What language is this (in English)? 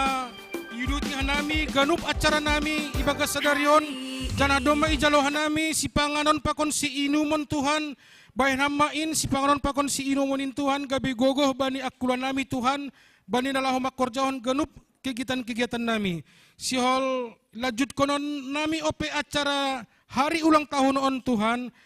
Batak Simalungun